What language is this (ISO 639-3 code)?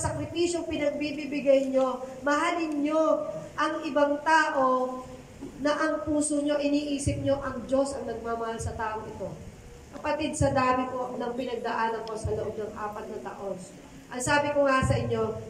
fil